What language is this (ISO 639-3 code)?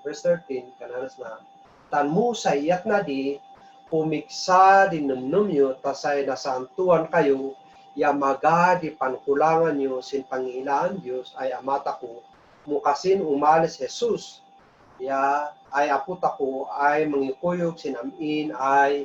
kne